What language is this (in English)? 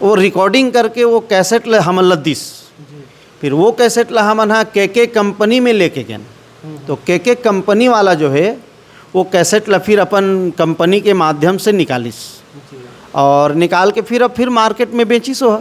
Chhattisgarhi